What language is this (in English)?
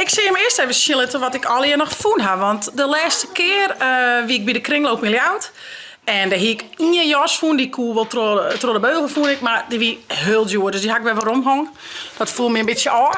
Western Frisian